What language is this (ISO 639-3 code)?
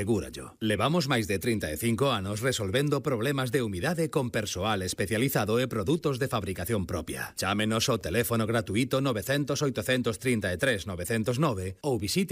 glg